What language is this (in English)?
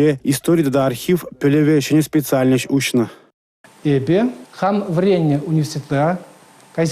Chuvash